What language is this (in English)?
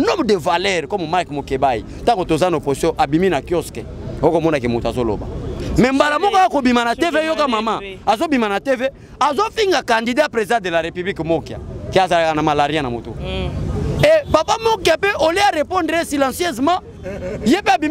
Lingala